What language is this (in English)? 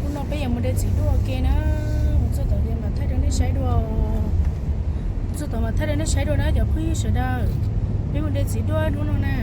Hmong